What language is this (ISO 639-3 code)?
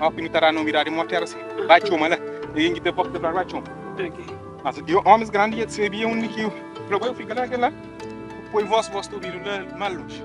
kea